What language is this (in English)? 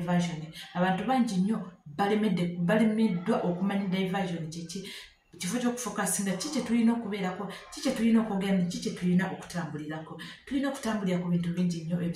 Ganda